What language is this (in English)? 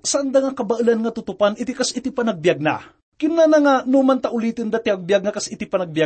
Iloko